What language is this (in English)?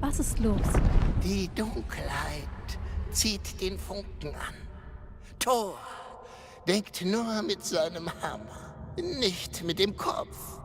Bavarian